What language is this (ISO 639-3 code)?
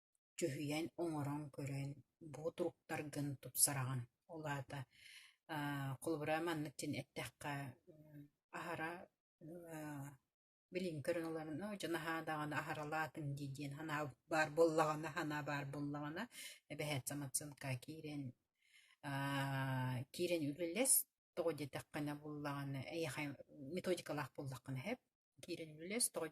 sah